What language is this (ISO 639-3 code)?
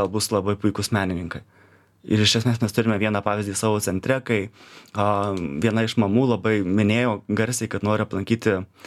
lit